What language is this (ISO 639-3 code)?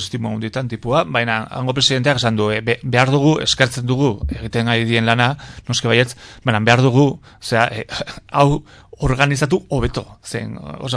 eus